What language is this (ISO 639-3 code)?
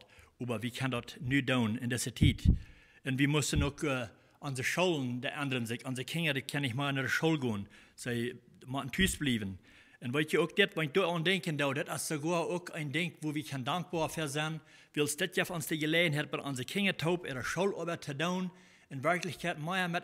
pdt